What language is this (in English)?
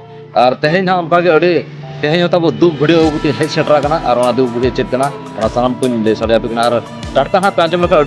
Santali